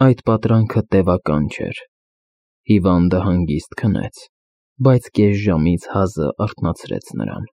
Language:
Armenian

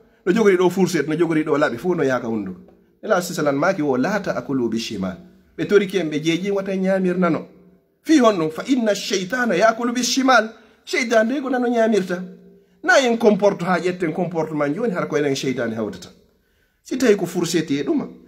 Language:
Fula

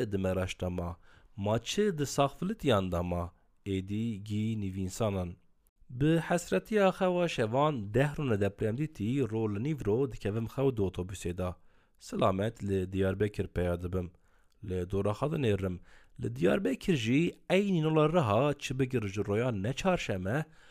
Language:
Kurdish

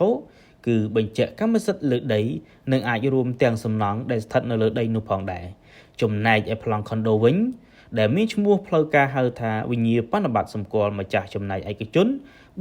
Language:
Khmer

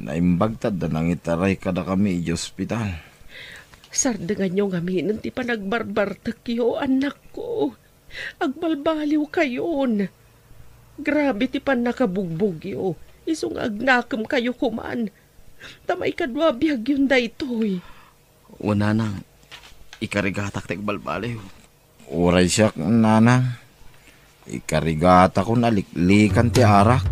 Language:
Iloko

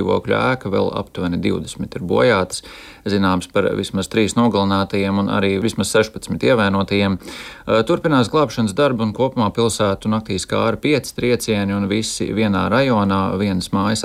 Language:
Latvian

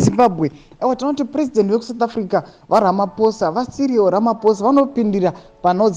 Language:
Shona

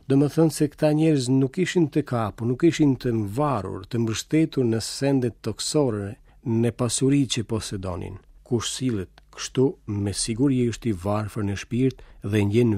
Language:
Albanian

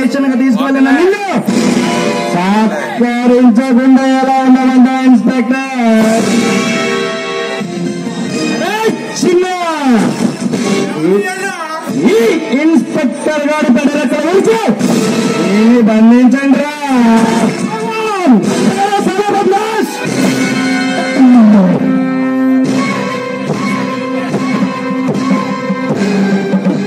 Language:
Telugu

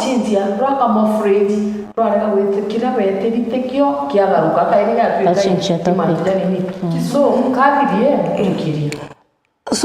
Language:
Meru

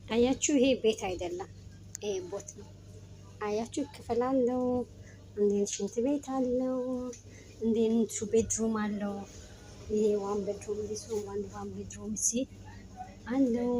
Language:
Amharic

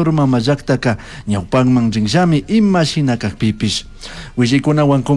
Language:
Chimborazo Highland Quichua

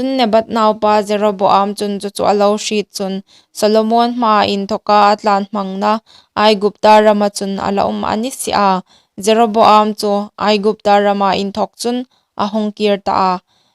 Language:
Hmar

